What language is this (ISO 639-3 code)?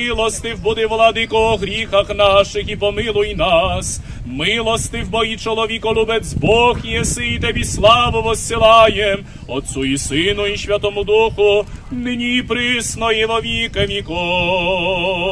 rue